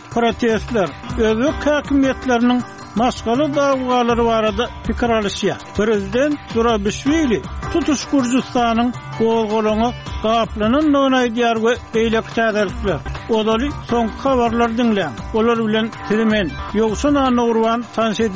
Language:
Turkmen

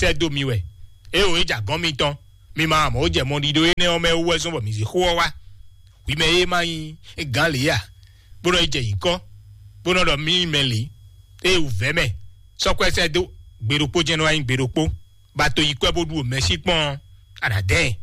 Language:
Fon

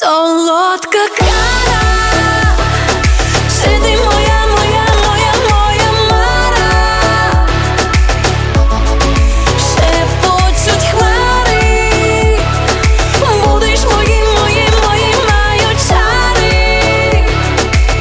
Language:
Ukrainian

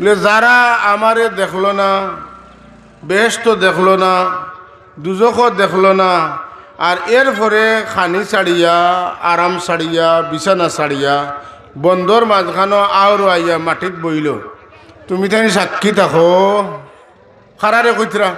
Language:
Sylheti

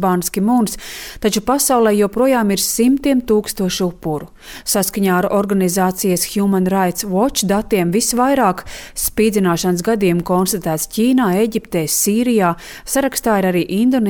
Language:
Latvian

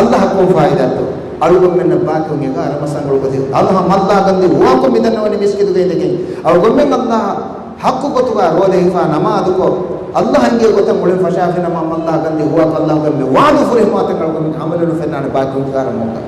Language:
Divehi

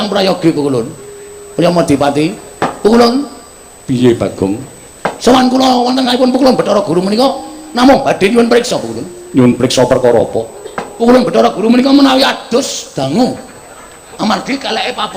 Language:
Javanese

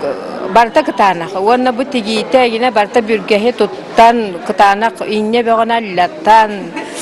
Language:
Yakut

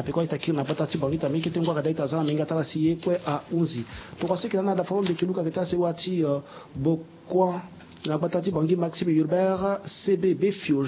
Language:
Sango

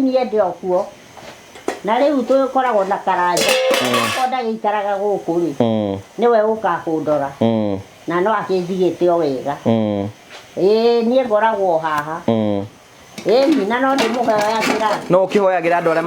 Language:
Kikuyu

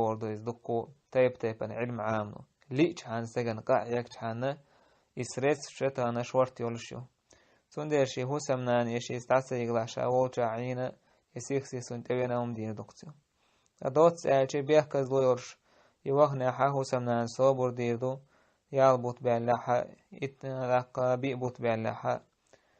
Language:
Chechen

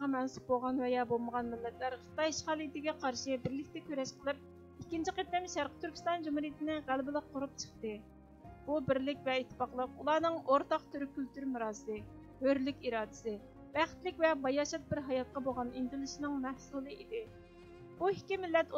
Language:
Uyghur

